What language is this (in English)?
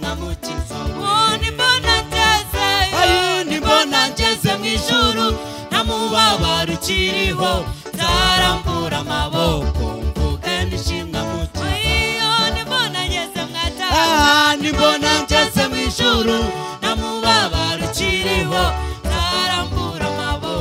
Kinyarwanda